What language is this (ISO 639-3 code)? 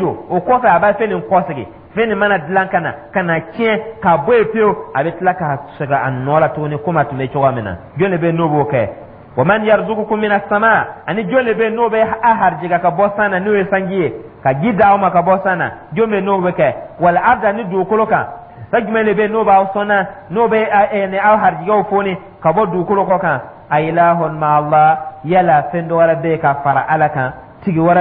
dyu